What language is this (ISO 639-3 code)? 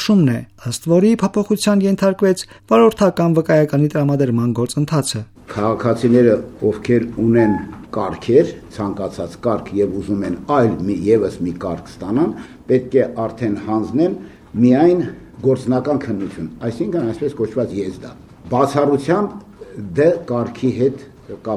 hye